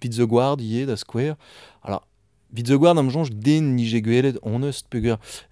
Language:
Breton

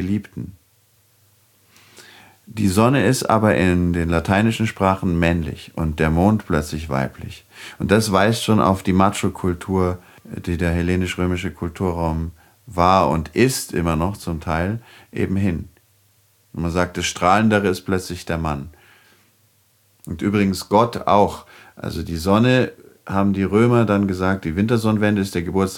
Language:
German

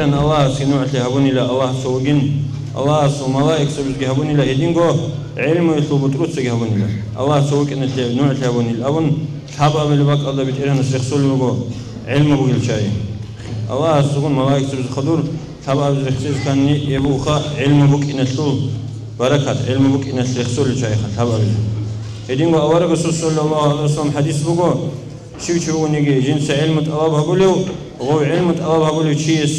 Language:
Avaric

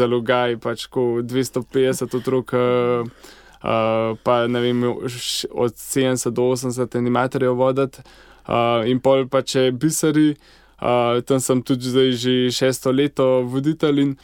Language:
Slovenian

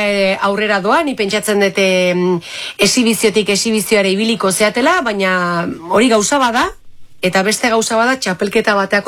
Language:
Basque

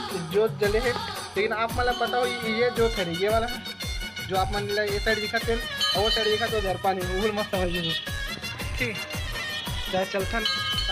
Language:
Chhattisgarhi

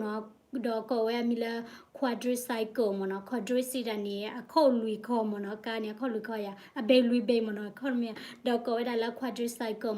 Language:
S'gaw Karen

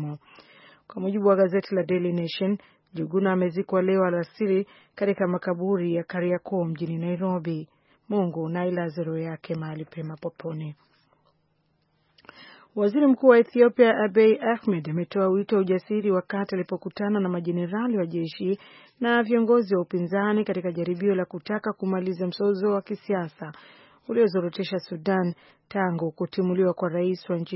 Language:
Swahili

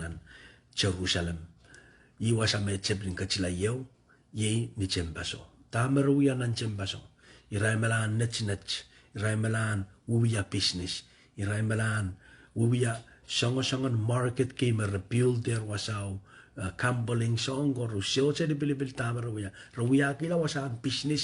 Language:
Pohnpeian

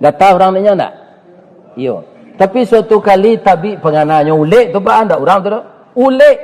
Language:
Minangkabau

